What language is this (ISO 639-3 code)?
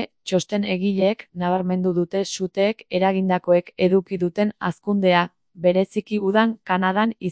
eus